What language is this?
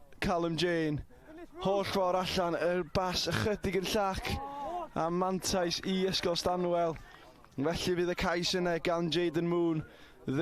Welsh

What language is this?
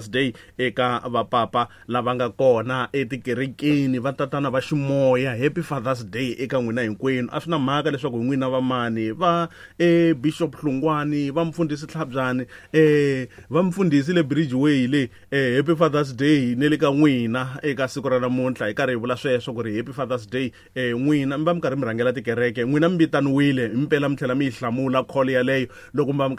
Tsonga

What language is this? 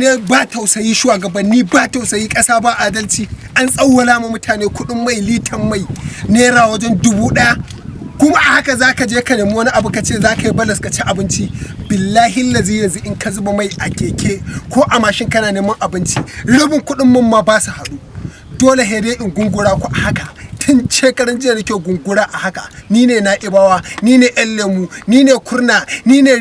Hausa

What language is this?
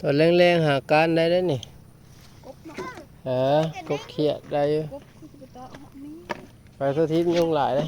Northeastern Thai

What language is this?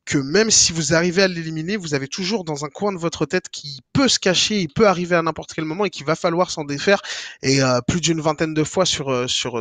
French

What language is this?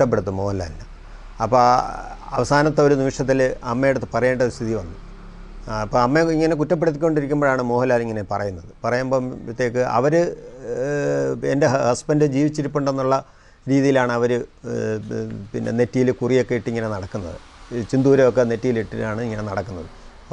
Malayalam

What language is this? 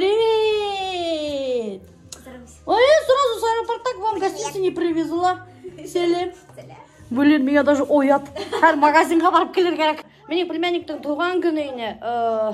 Bashkir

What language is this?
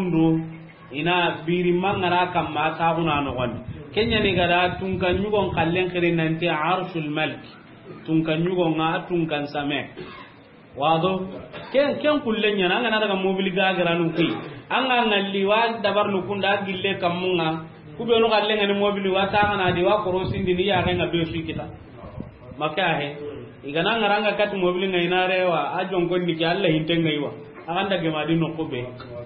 Soninke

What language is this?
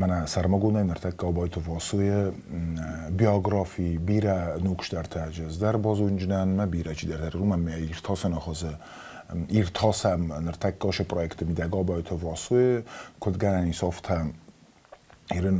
Ossetic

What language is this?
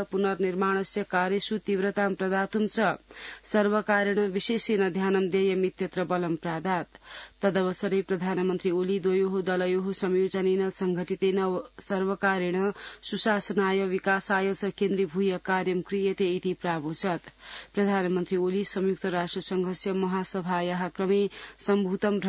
Sanskrit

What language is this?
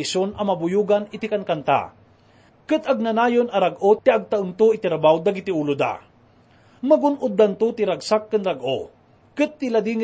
Iloko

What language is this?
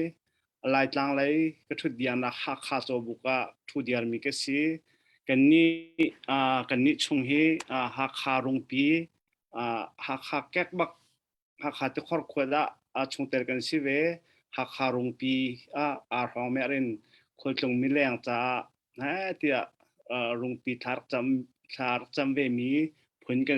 Hakha Chin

